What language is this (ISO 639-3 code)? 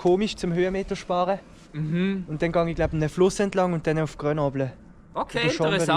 gsw